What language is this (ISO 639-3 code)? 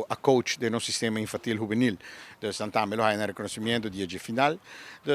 pap